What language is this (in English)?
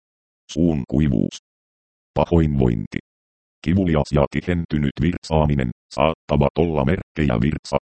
Finnish